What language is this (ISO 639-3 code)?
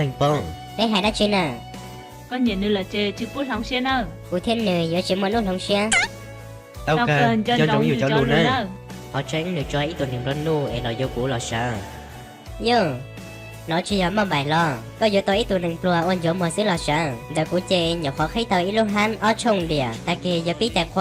hmn